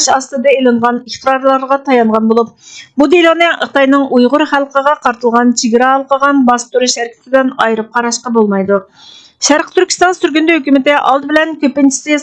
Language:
Uyghur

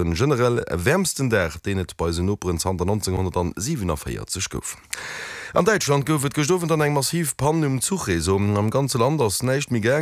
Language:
Luxembourgish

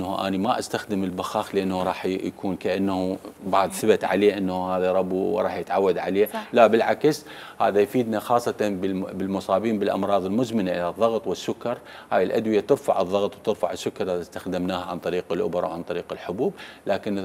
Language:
Mesopotamian Arabic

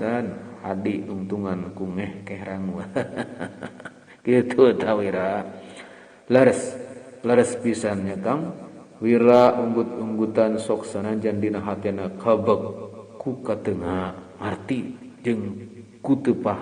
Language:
Sundanese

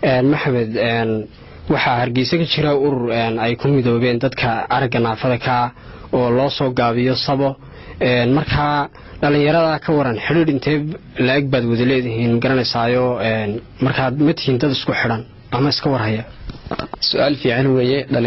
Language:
Somali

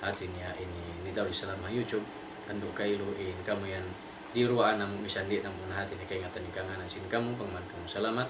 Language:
Tausug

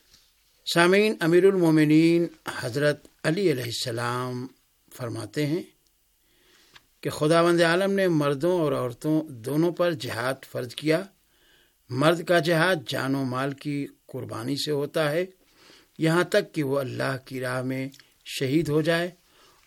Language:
Urdu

